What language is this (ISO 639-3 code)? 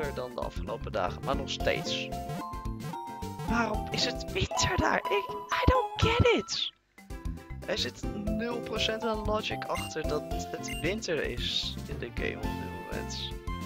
nld